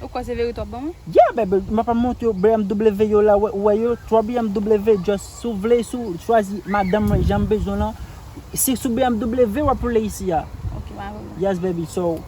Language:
Haitian Creole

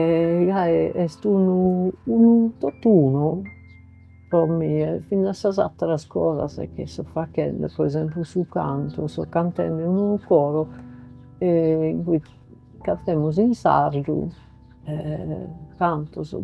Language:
Sardinian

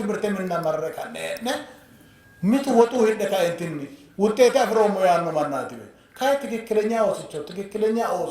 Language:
Sidamo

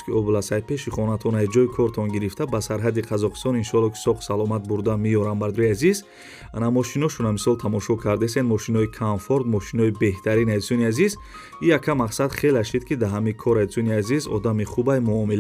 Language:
Tajik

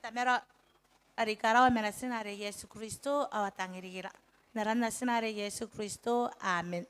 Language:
Gilbertese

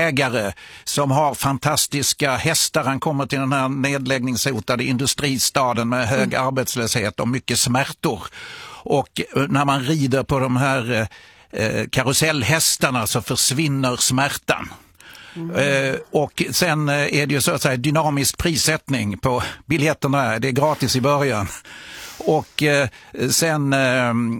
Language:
Swedish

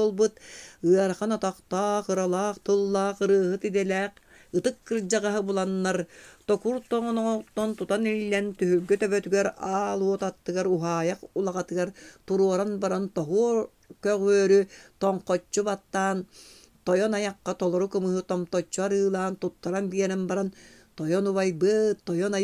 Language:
Yakut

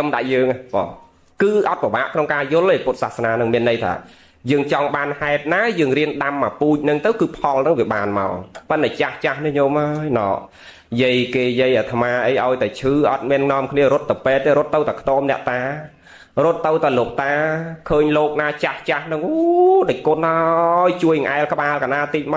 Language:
Khmer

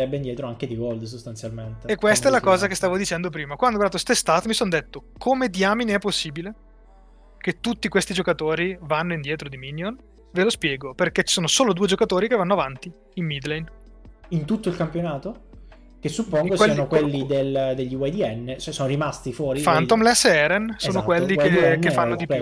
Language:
Italian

